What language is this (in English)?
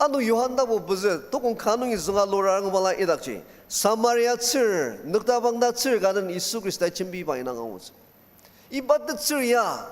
Ao Naga